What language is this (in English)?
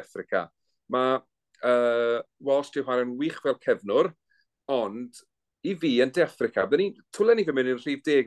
Welsh